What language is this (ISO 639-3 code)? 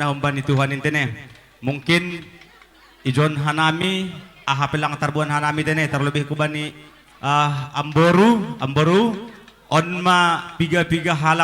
bts